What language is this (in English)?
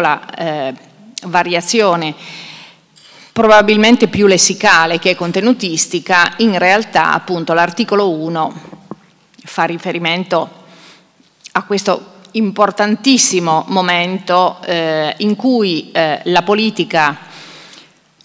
Italian